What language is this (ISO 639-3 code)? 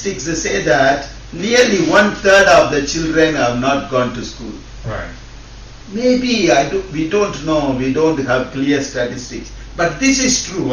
ach